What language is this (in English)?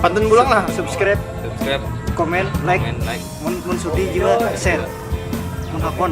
Banjar